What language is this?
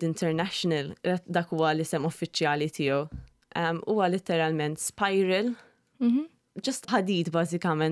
Maltese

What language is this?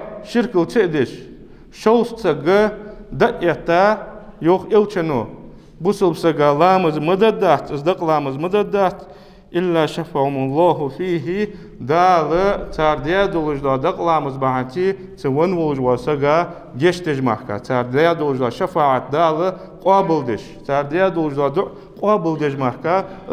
Ingush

